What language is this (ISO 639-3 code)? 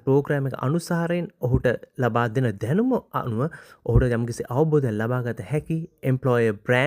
sin